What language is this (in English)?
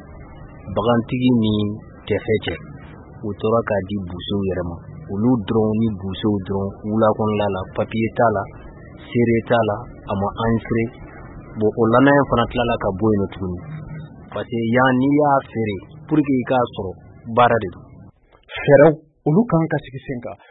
Bambara